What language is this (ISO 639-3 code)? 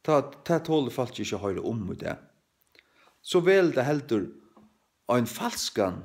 fao